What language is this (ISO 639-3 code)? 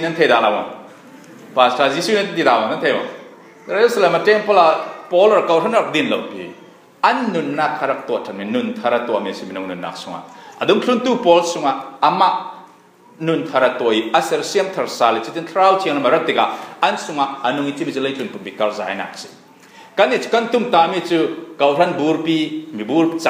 cfm